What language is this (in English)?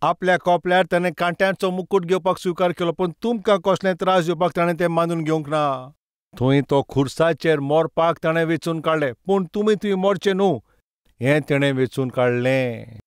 Konkani